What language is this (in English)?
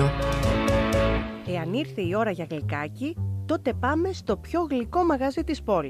Greek